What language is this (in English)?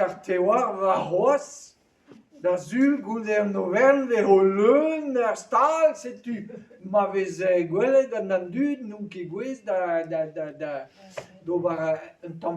Breton